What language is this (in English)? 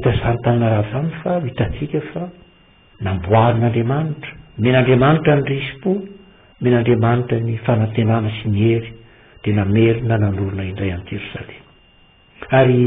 Malagasy